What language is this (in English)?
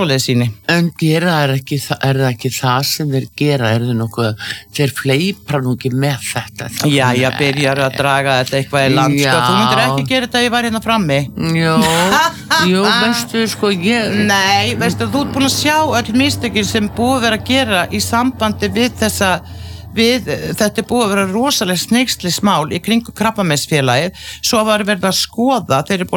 Icelandic